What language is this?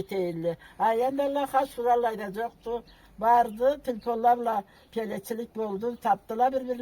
Karachay-Balkar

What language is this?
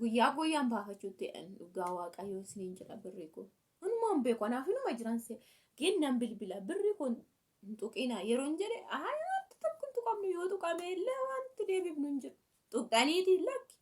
Oromo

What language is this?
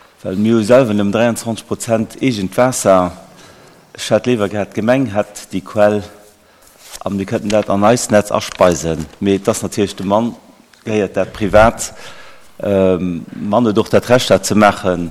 Luxembourgish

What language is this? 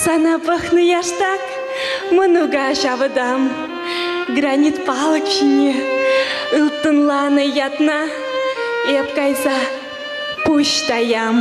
Chuvash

